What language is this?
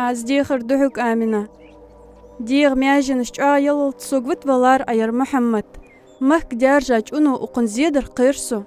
Ingush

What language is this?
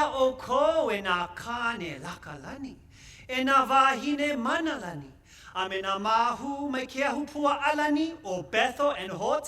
Hawaiian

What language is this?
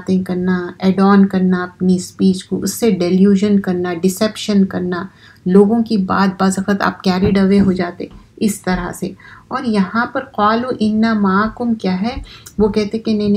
Urdu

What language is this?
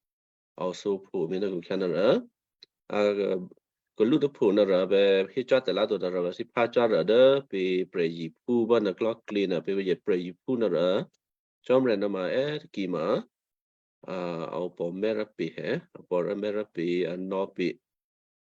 Western Kayah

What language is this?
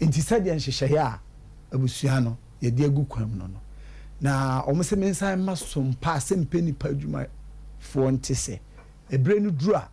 Akan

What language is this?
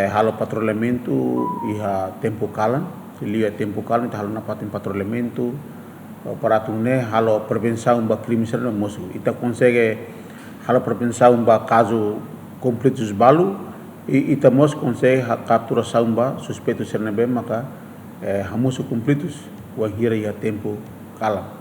Tetum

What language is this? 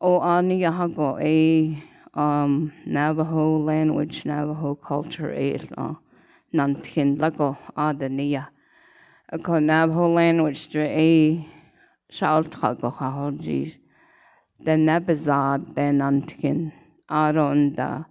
Navajo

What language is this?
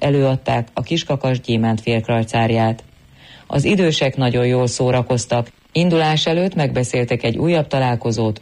Hungarian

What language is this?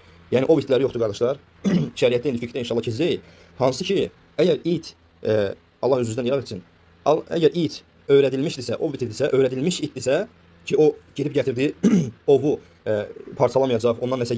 Azerbaijani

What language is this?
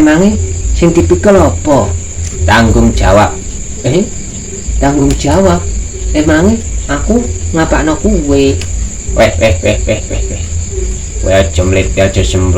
Javanese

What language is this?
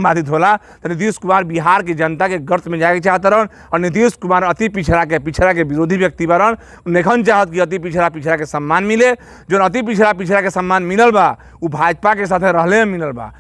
Bhojpuri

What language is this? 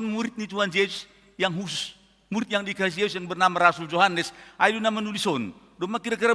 Batak Simalungun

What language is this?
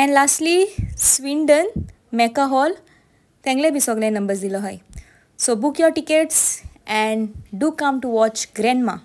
Konkani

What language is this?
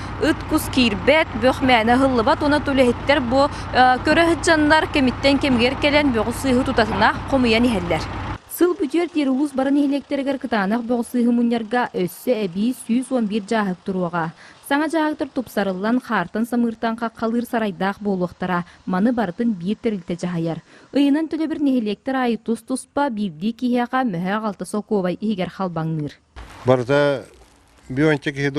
Yakut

